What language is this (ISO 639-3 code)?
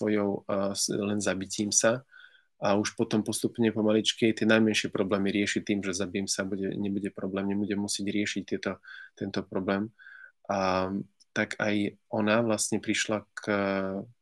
slk